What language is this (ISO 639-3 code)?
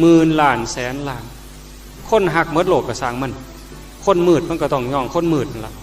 tts